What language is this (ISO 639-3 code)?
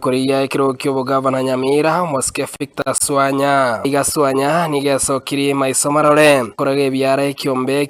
guz